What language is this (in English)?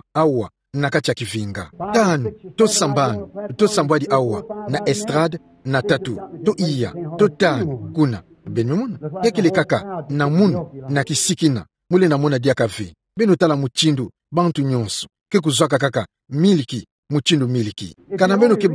Kituba (Democratic Republic of Congo)